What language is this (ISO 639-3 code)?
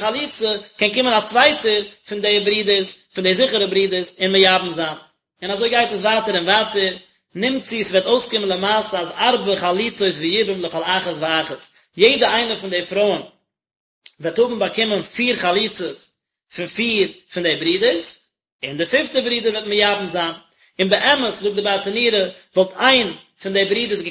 yid